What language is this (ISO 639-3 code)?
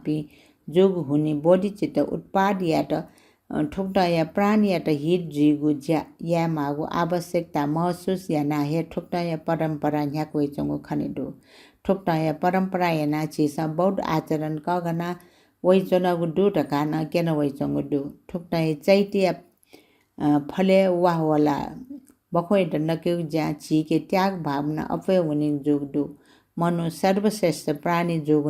new